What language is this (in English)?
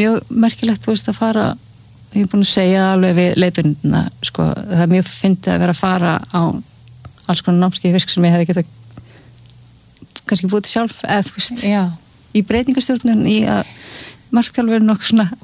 Icelandic